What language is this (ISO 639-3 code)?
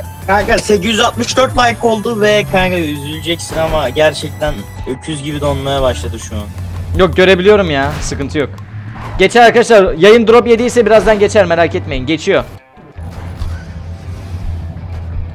tur